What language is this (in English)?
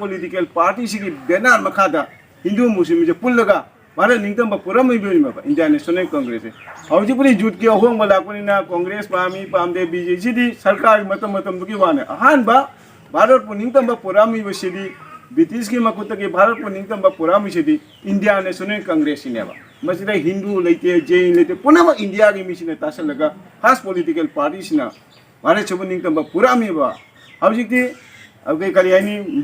Manipuri